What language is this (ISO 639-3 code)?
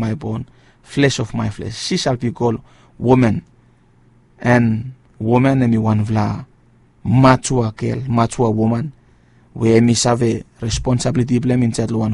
bis